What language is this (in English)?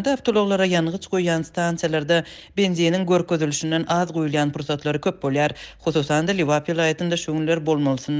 Turkmen